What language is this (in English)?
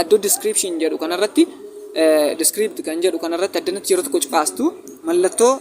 Oromo